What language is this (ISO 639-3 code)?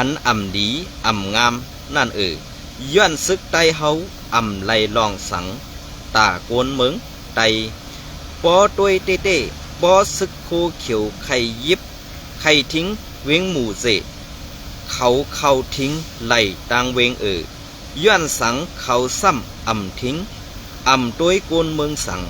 shn